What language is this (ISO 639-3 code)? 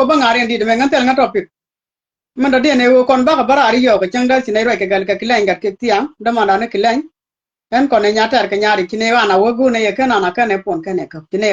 nus